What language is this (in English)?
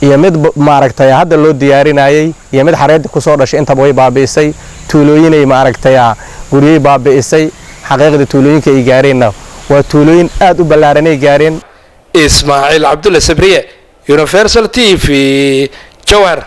Somali